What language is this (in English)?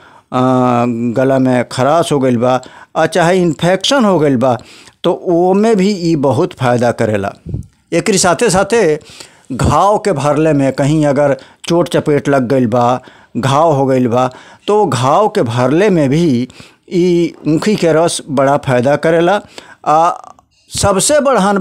Bhojpuri